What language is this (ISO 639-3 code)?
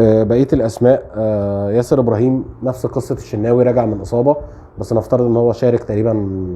arz